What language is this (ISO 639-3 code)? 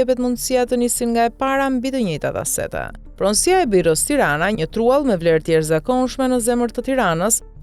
sqi